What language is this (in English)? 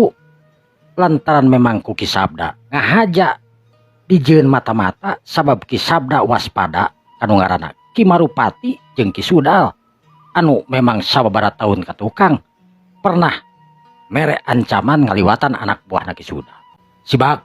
Sundanese